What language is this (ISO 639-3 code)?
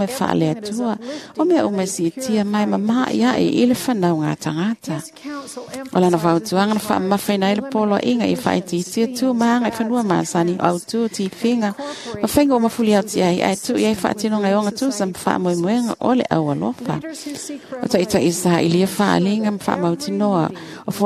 smo